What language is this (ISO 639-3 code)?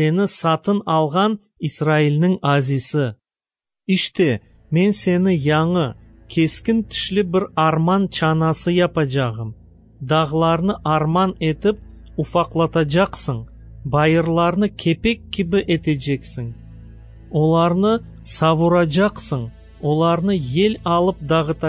crh